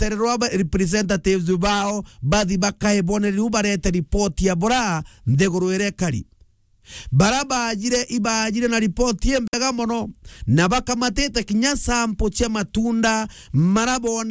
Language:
Meru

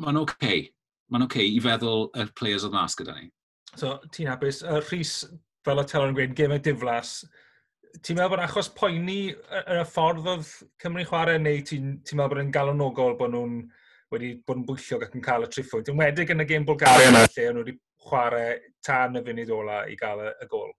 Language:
Welsh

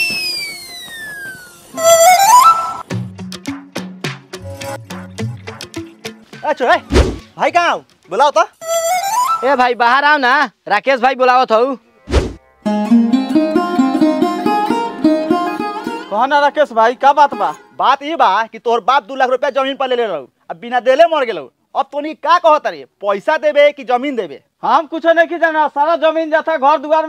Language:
Bhojpuri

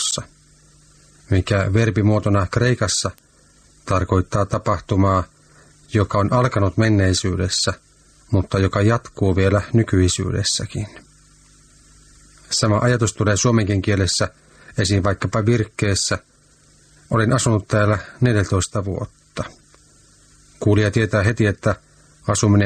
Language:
Finnish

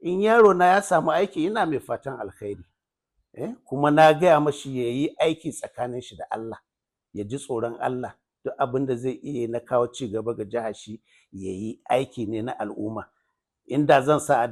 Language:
Hausa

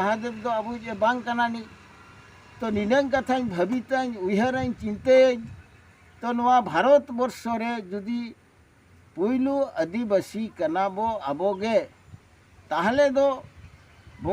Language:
Santali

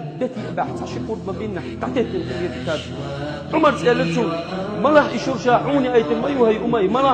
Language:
Chechen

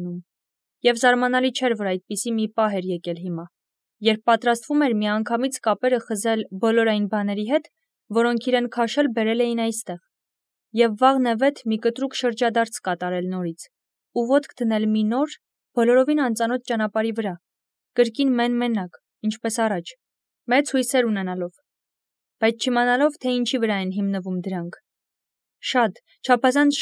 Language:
Armenian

